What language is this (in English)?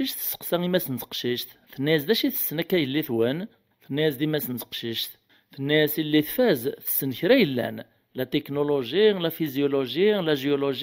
Kabyle